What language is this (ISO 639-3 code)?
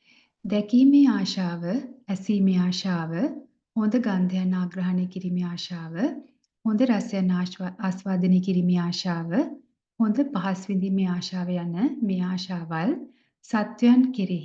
sin